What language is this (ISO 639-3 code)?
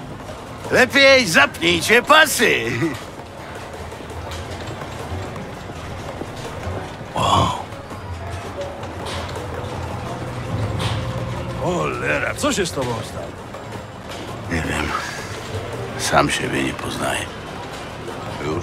pol